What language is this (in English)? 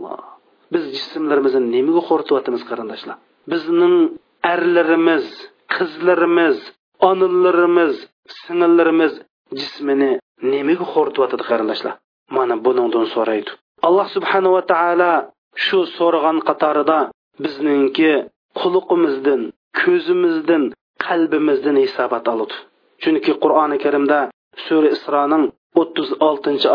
Uyghur